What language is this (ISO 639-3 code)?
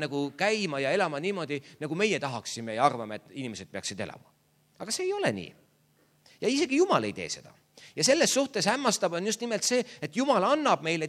est